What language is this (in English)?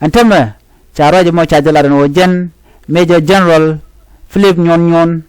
Nuer